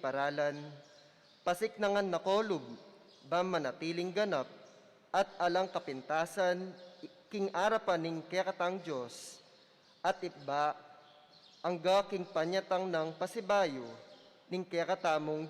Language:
Pampanga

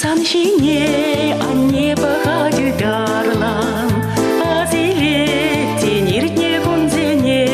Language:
Chuvash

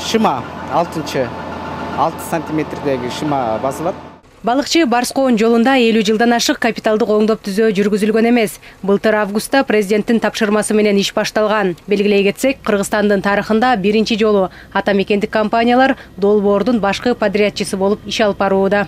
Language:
Kyrgyz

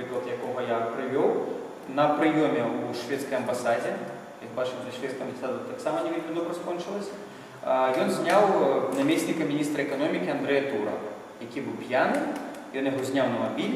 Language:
Belarusian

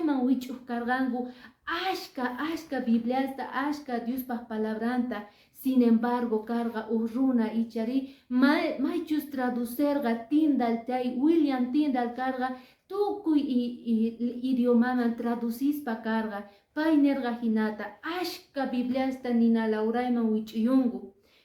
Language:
Quechua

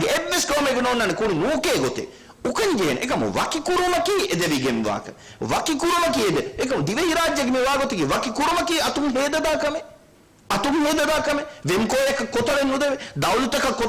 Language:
Divehi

